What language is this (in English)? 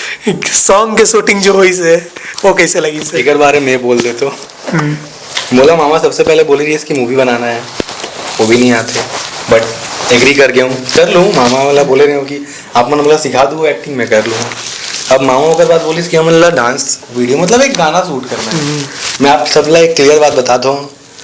Chhattisgarhi